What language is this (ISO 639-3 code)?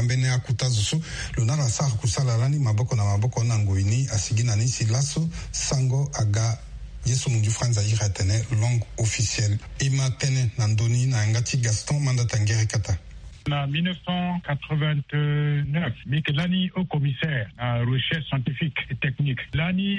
sag